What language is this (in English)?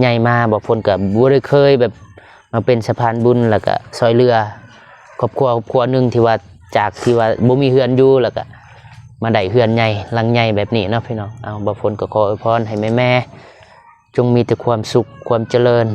Lao